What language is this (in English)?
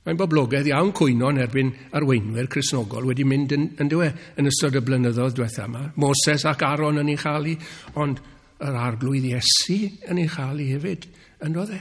Welsh